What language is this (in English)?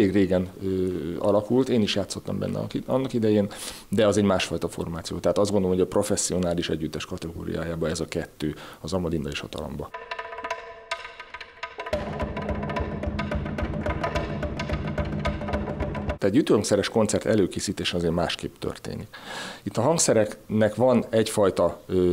Hungarian